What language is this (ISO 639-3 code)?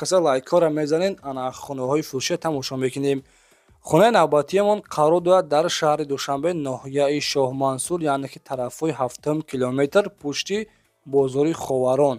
tgk